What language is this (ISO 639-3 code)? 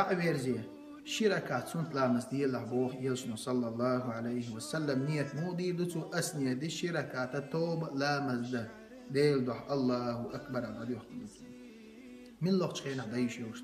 che